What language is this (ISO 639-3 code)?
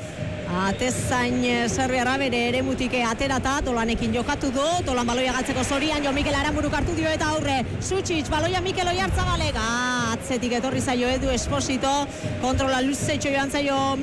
eus